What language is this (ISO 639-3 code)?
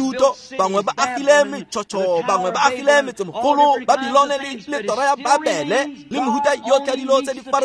tsn